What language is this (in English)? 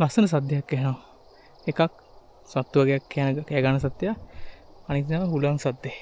Sinhala